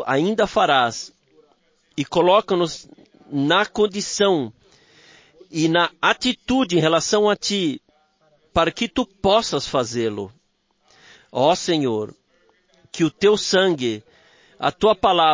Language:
Portuguese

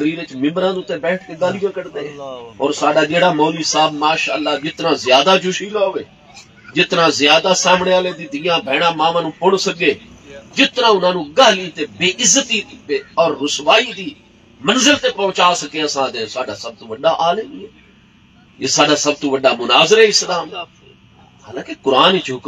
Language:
Saraiki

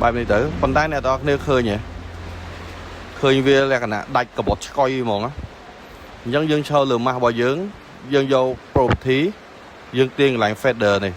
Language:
Khmer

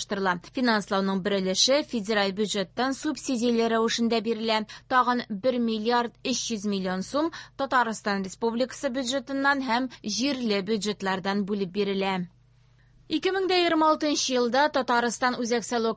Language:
Tatar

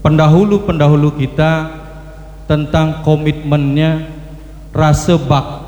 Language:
Balinese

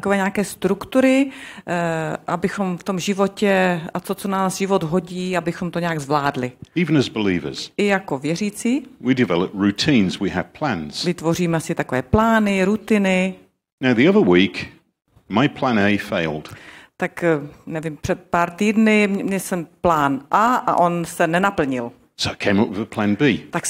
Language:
Czech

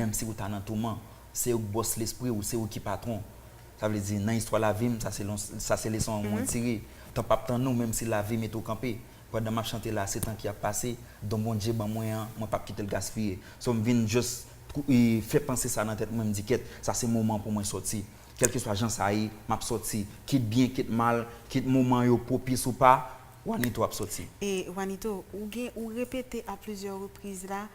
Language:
Haitian Creole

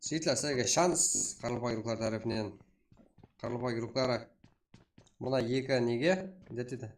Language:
Kara-Kalpak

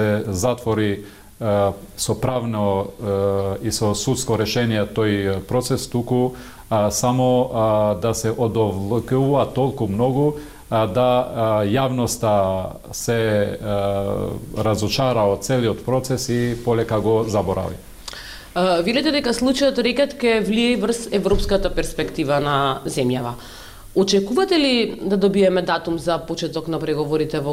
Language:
Macedonian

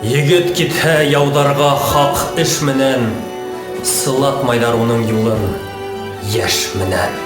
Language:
Bashkir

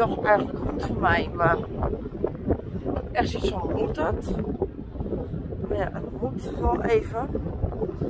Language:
Dutch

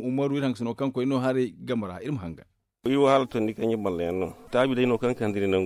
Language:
Zarma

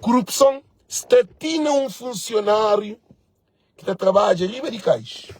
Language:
Kabuverdianu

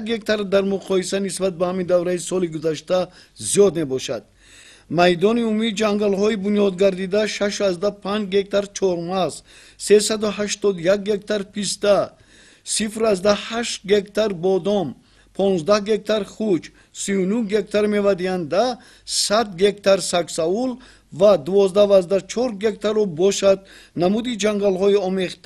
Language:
Tajik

